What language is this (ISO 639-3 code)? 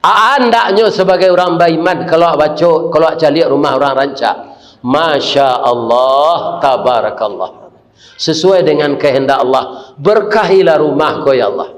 min